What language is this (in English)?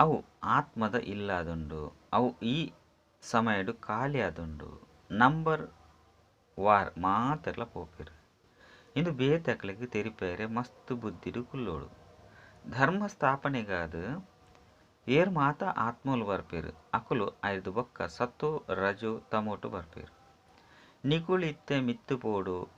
Tulu